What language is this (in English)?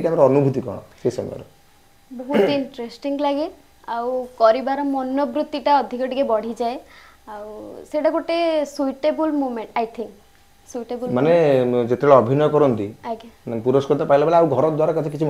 Odia